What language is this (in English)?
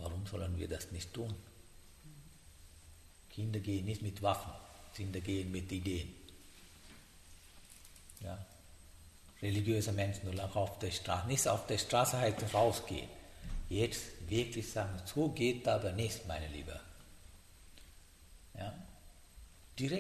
German